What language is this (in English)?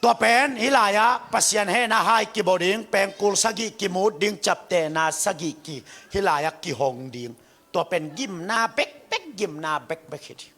Tedim Chin